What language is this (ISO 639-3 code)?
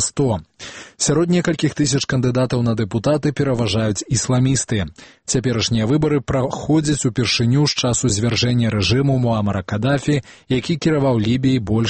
bel